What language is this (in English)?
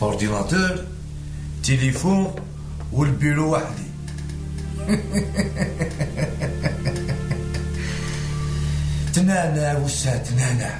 Kabyle